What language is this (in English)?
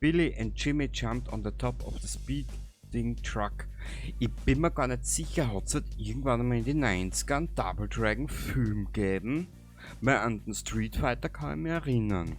Bavarian